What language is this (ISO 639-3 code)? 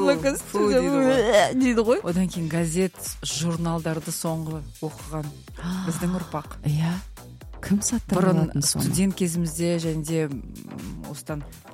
kaz